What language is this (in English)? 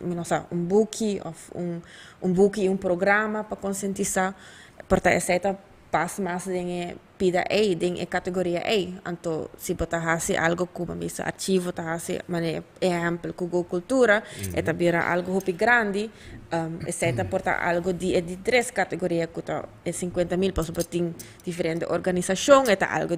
Papiamento